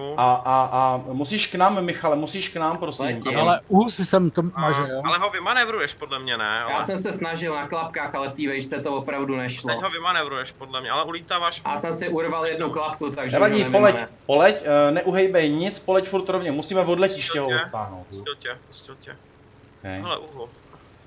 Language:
Czech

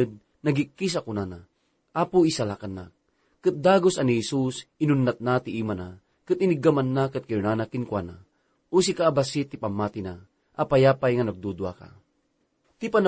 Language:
Iloko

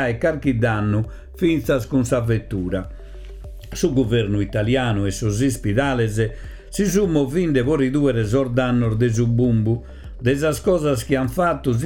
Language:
Sardinian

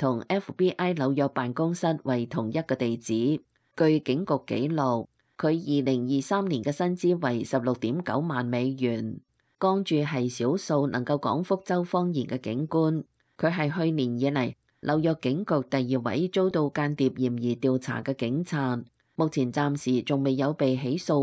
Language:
Cantonese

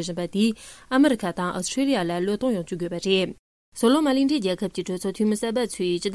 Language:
Tibetan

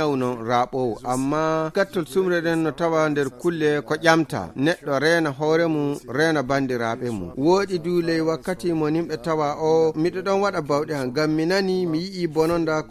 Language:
Nigerian Fulfulde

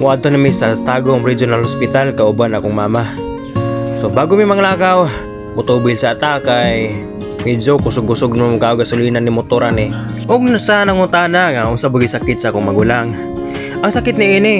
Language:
Cebuano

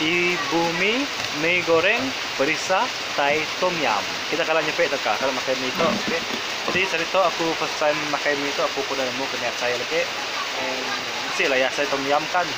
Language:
Iban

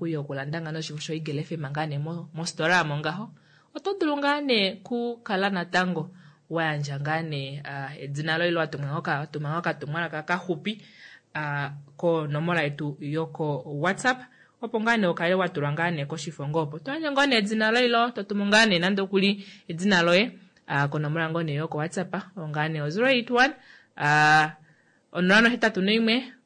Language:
Kuanyama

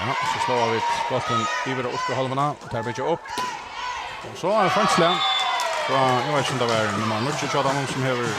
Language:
Faroese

